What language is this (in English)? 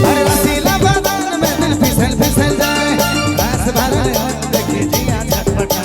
Sadri